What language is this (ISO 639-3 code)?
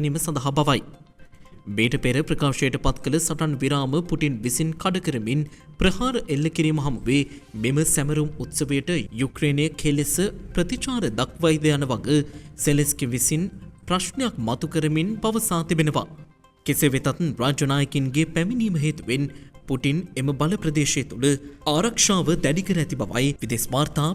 sin